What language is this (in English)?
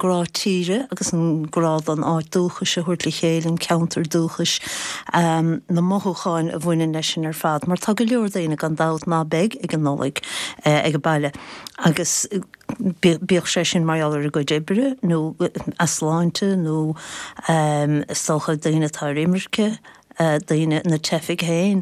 Irish